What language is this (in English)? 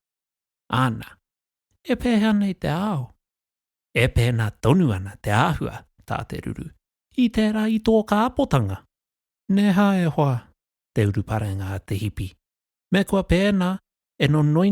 Māori